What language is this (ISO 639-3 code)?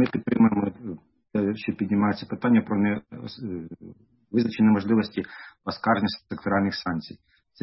ukr